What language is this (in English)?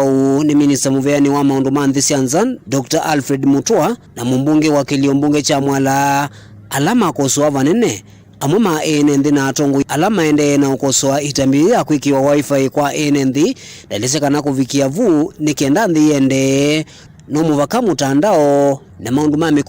Kamba